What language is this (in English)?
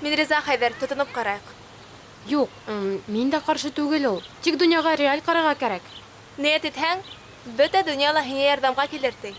Bashkir